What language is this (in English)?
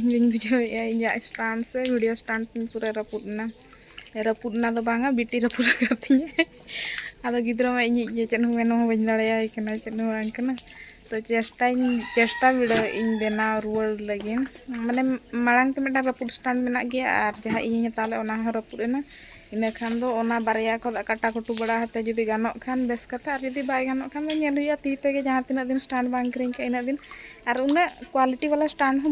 Santali